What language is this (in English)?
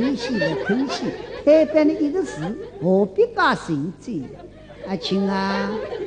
Wu Chinese